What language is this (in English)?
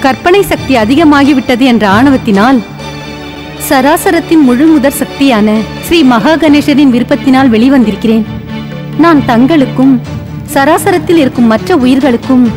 Tamil